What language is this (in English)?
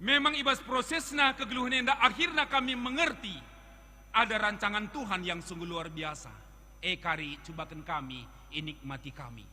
Batak Karo